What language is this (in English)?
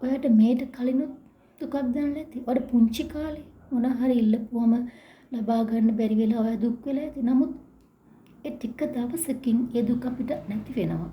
Sinhala